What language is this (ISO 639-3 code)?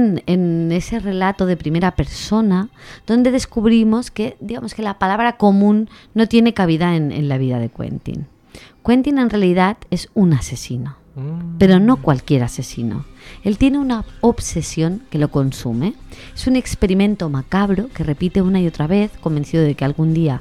spa